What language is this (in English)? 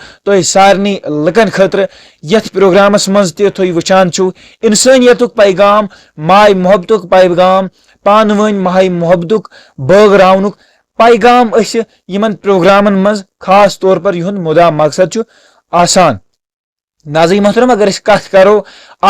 Kashmiri